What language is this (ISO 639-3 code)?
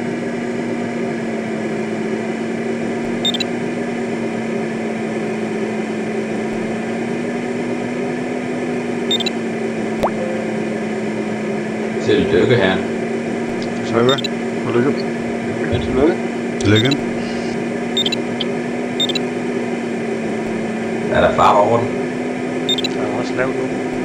dan